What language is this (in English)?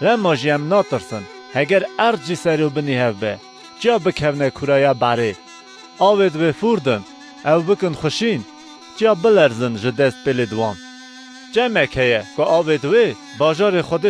Kurdish